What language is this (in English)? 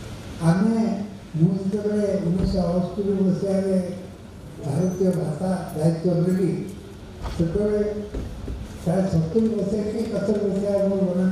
Odia